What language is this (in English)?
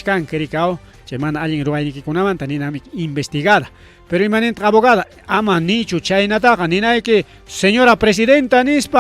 Ayacucho Quechua